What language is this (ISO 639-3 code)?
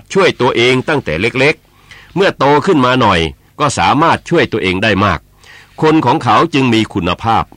tha